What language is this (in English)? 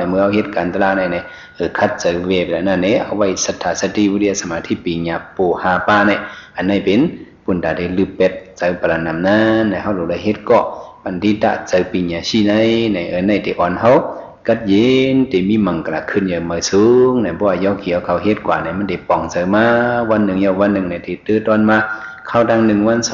Shan